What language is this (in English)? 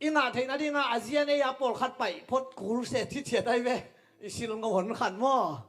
Tedim Chin